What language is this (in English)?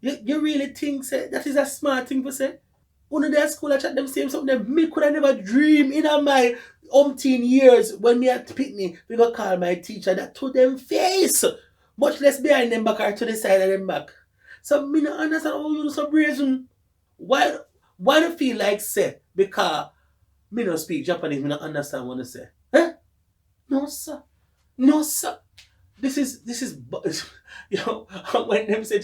Jamaican Creole English